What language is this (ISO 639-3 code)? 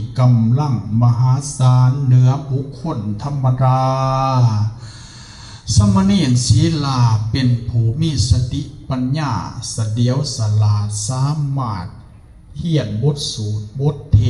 lao